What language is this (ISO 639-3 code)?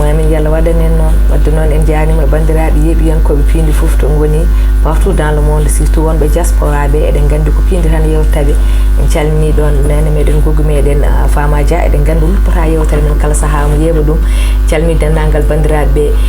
ful